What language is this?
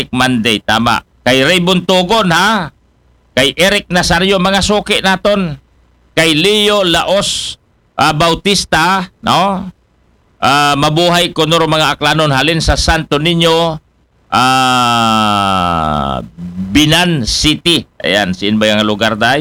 Aklanon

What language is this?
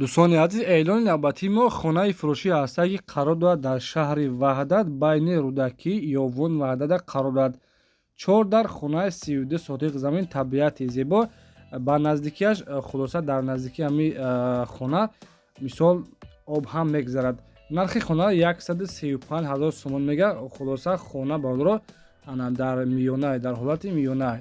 Tajik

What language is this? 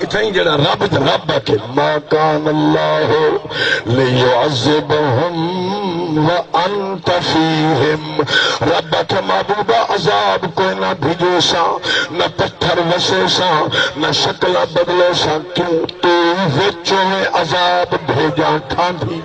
Saraiki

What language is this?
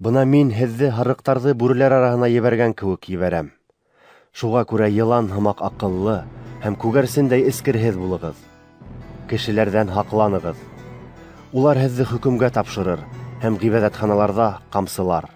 Bashkir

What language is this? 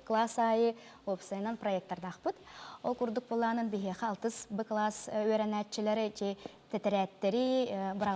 Yakut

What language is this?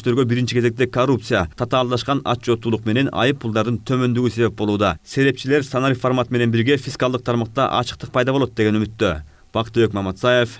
Kyrgyz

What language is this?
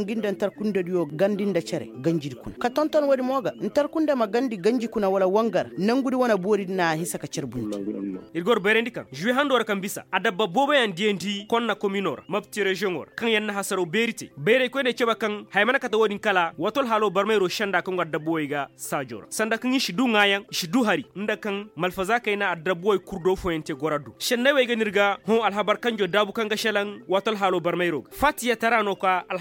Koyraboro Senni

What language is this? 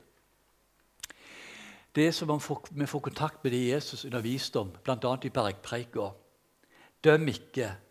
Norwegian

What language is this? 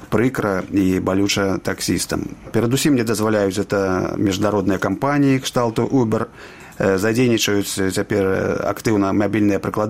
Belarusian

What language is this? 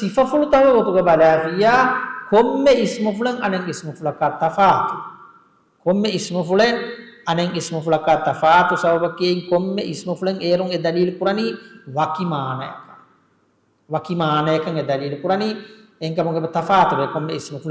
Divehi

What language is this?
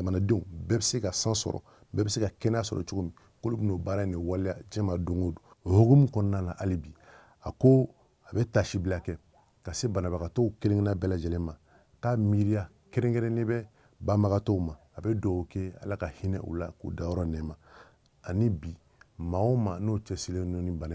Bambara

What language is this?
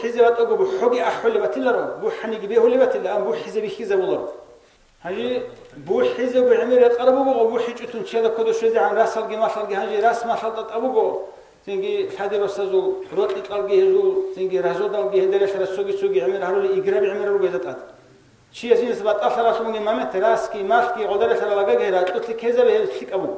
Avaric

